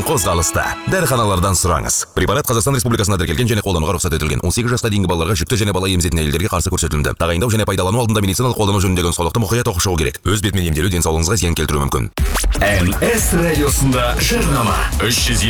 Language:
Kazakh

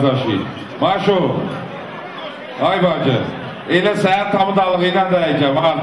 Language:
Azerbaijani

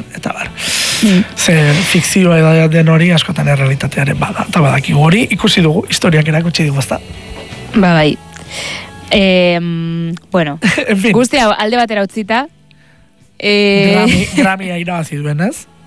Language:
Basque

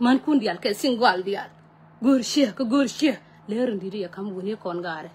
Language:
Nuer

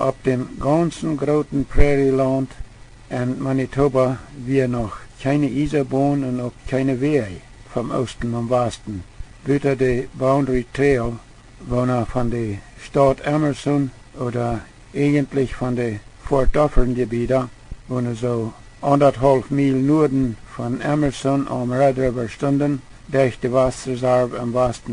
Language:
Plautdietsch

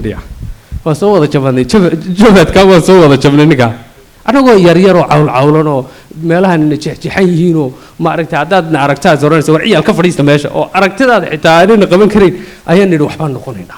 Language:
Somali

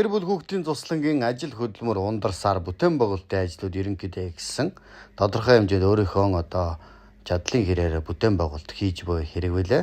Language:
Mongolian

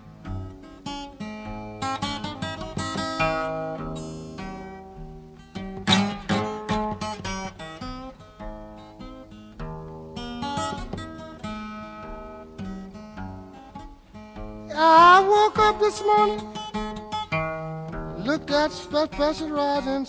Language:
Basque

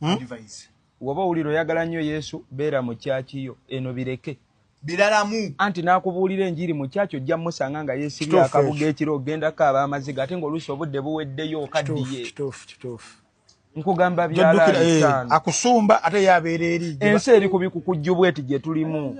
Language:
Ganda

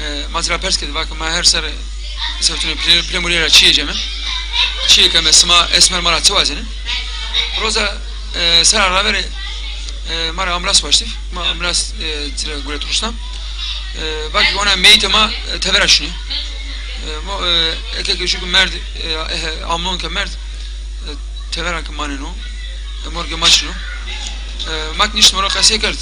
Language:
Zaza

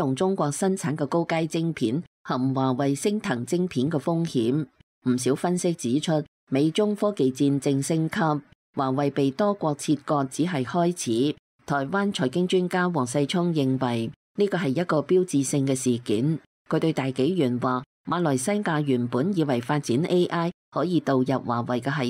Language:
Cantonese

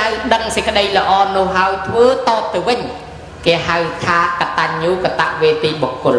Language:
Khmer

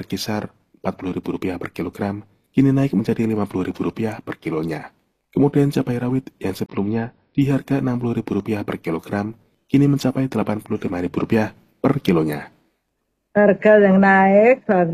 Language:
Indonesian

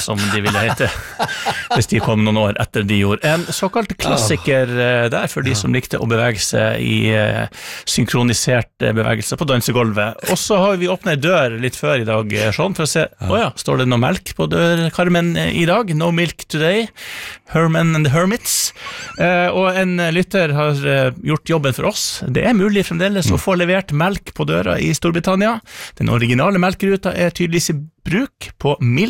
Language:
Norwegian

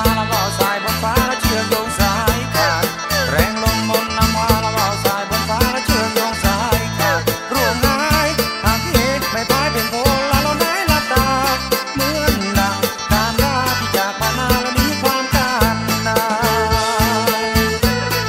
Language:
Thai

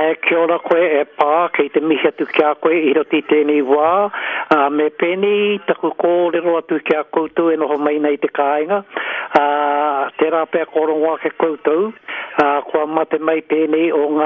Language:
Māori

